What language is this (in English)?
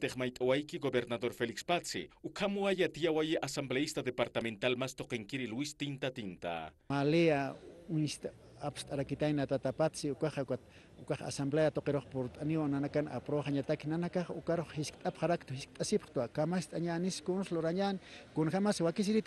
Aymara